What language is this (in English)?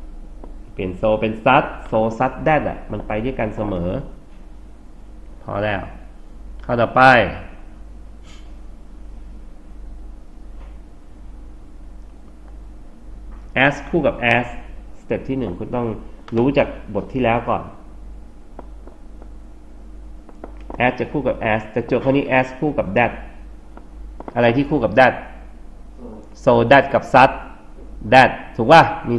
Thai